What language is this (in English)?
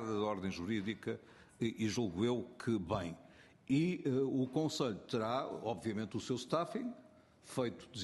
Portuguese